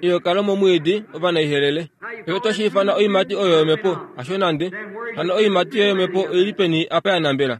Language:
Kuanyama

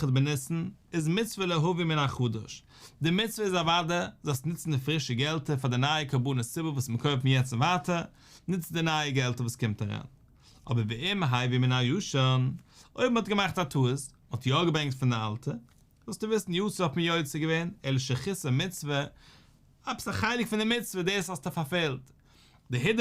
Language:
Yiddish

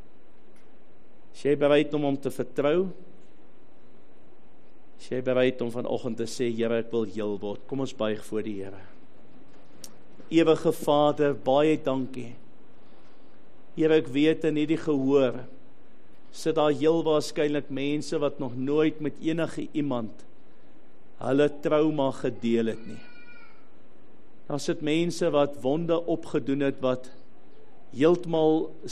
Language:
Afrikaans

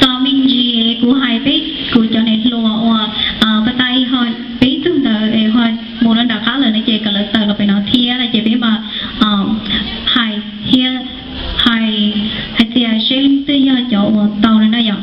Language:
Hmong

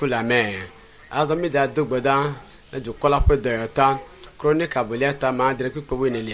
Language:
Ewe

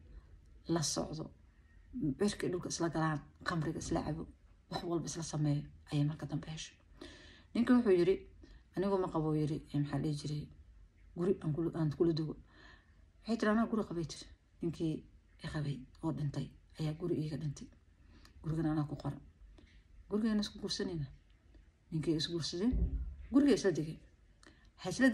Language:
Somali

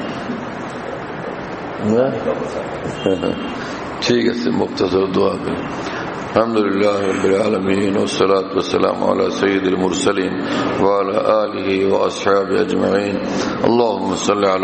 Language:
Bangla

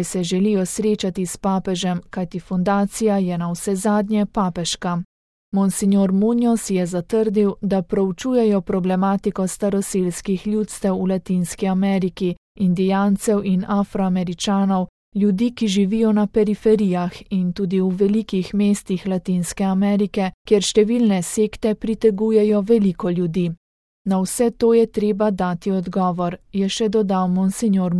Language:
Slovenian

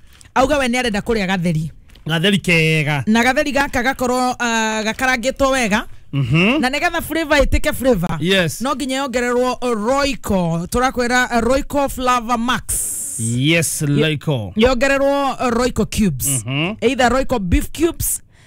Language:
Kikuyu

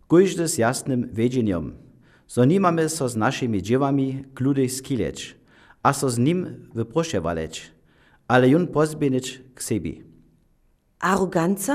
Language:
Upper Sorbian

